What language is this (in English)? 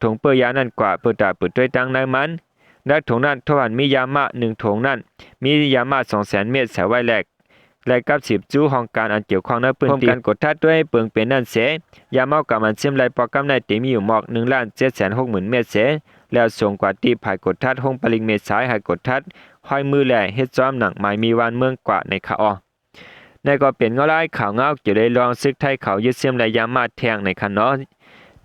Shan